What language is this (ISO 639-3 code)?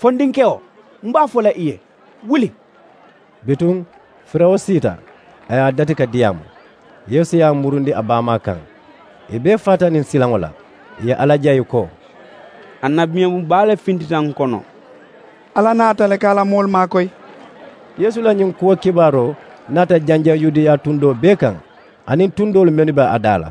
man